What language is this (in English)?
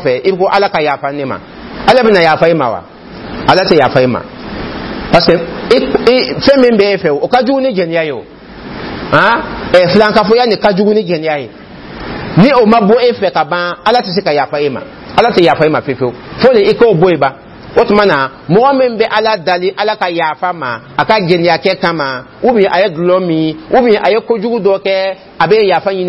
Dyula